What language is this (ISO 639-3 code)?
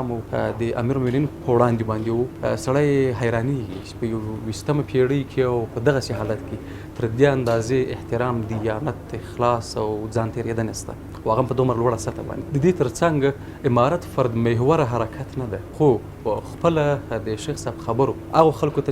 pus